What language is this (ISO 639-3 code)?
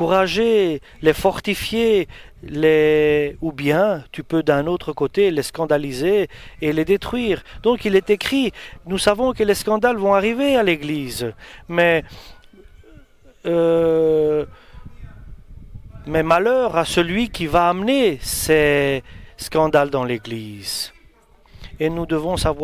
fra